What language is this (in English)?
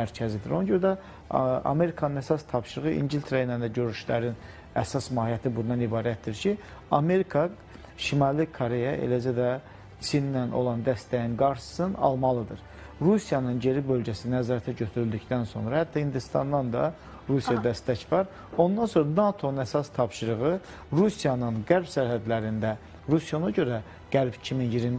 Azerbaijani